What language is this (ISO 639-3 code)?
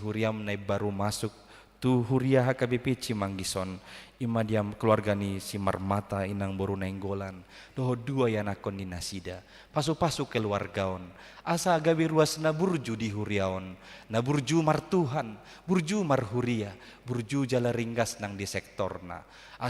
bbc